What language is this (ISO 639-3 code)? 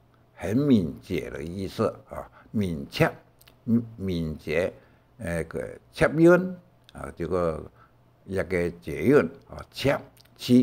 hak